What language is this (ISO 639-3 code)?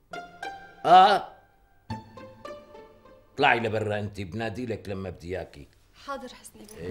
apc